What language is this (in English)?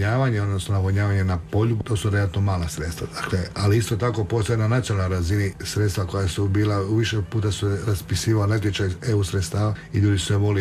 Croatian